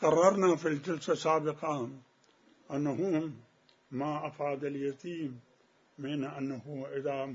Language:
Mesopotamian Arabic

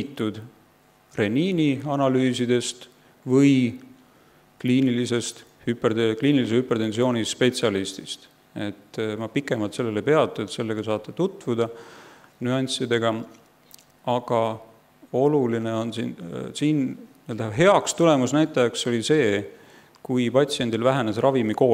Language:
Estonian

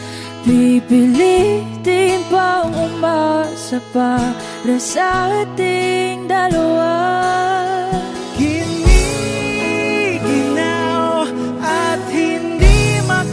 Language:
Filipino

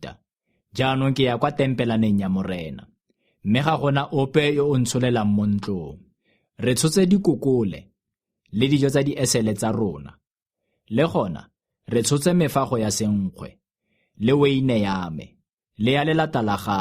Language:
Tswana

